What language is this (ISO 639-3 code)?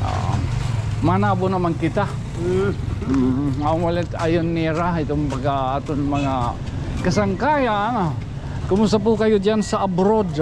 war